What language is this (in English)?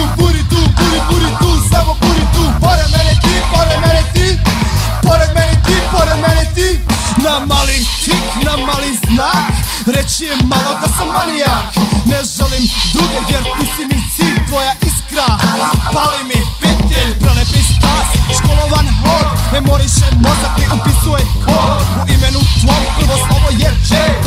Serbian